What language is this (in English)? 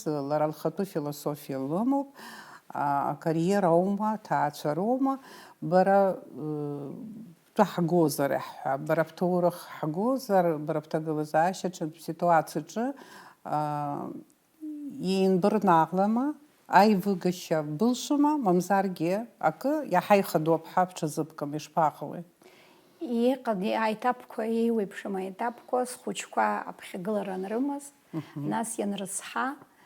Abkhazian